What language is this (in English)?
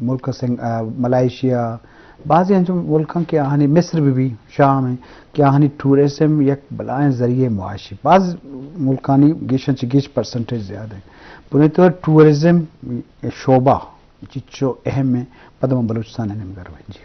Eastern Balochi